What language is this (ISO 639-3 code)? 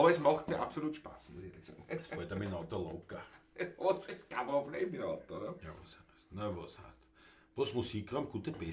bar